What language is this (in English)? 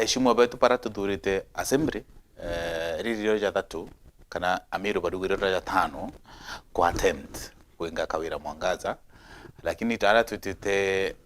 Meru